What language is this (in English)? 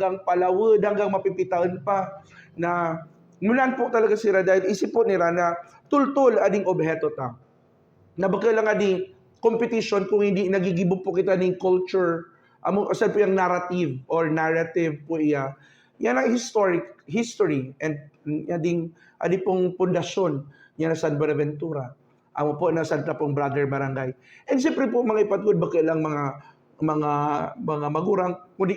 Buhi'non Bikol